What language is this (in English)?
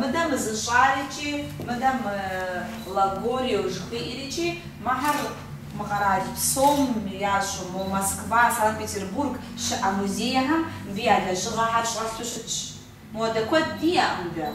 Kabardian